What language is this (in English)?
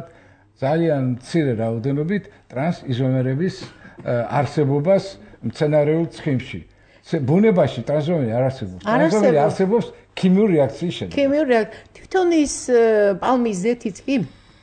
Georgian